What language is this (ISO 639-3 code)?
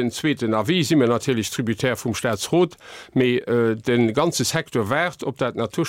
ltz